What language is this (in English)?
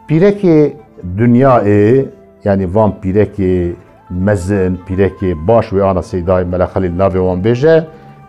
Kurdish